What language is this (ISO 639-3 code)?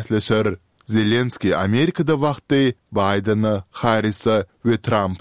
tuk